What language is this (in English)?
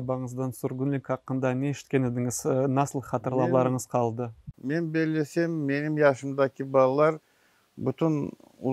Crimean Tatar